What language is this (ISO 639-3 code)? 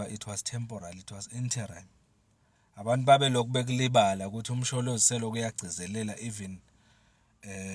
zul